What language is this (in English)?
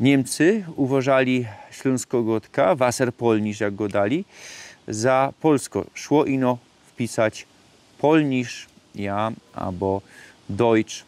Silesian